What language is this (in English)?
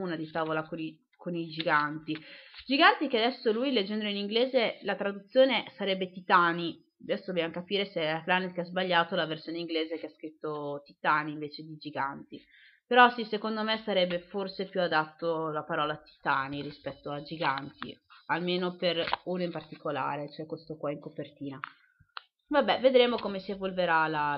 Italian